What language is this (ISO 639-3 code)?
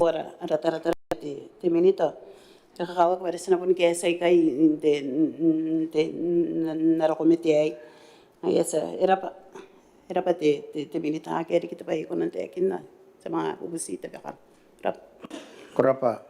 gil